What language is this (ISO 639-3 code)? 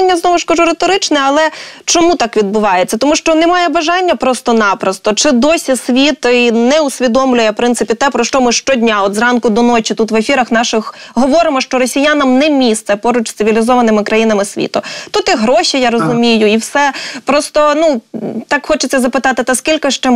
ukr